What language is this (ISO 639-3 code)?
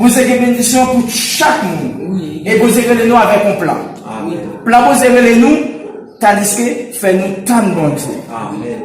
hat